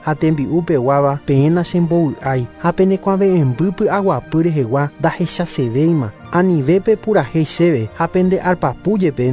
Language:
Guarani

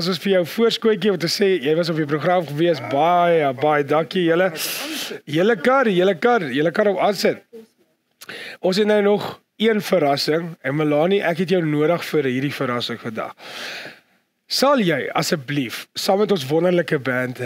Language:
Afrikaans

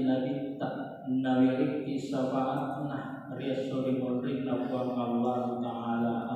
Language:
Buginese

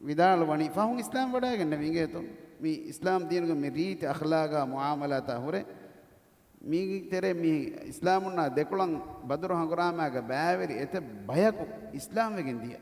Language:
Divehi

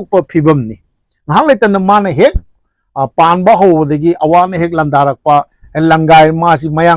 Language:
Manipuri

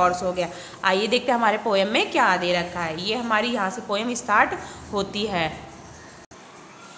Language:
Hindi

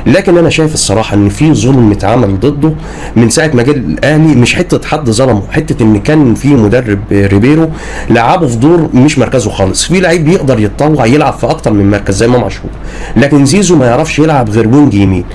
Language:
Egyptian Arabic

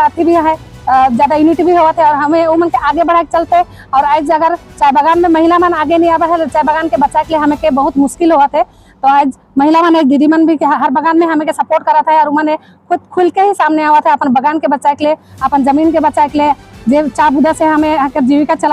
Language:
Sadri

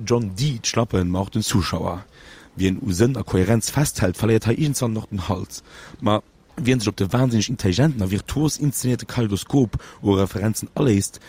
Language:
Luxembourgish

